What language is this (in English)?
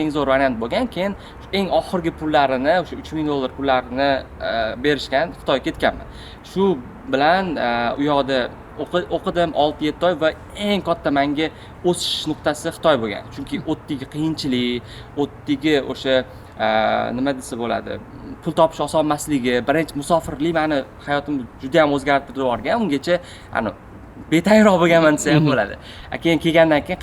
Uzbek